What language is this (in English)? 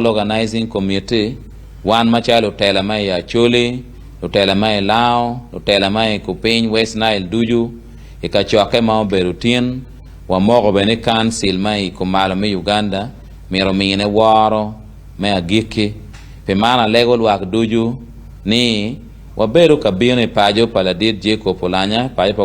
Acoli